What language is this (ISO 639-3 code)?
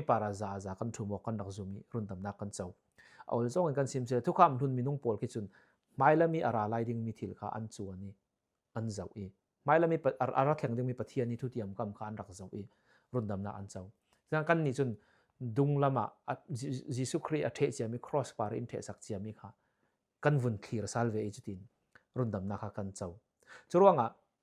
cfm